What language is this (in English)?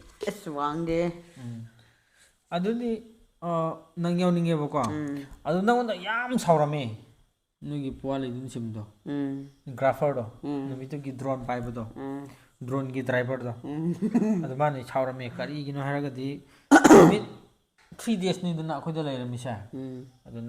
Manipuri